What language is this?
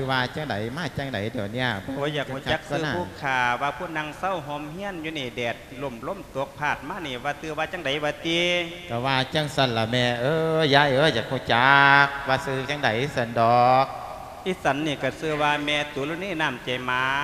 Lao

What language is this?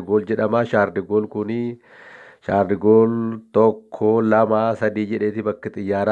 Oromo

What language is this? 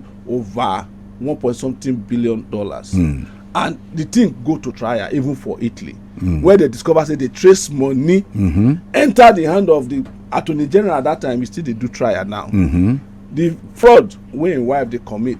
Nigerian Pidgin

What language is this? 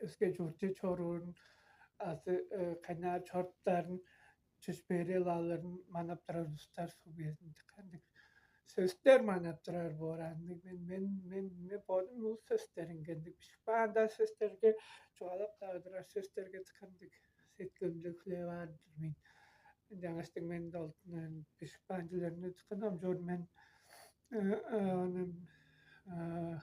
Tuvinian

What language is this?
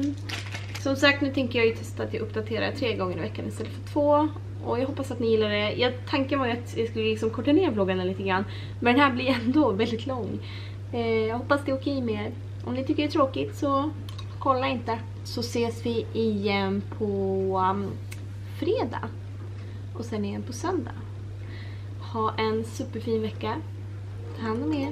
Swedish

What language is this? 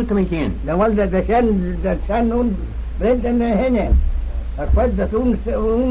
Manx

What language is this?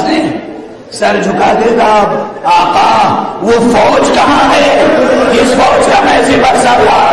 Urdu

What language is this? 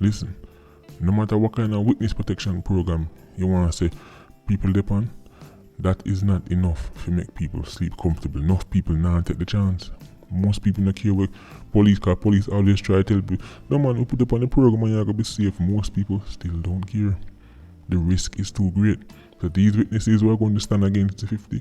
Jamaican Creole English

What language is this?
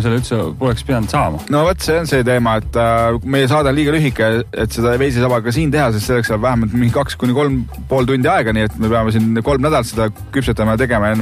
Estonian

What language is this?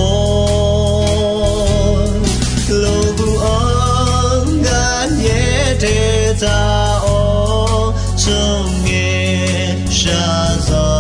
Akha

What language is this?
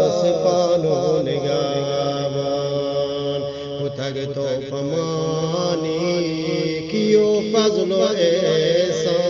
Eastern Balochi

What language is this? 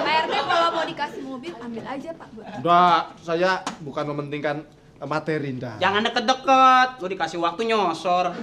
Betawi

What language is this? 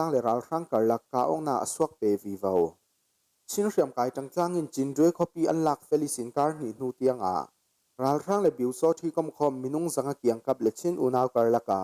Falam Chin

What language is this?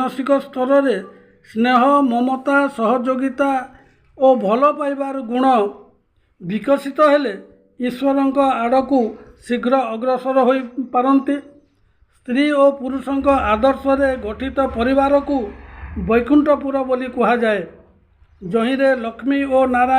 Odia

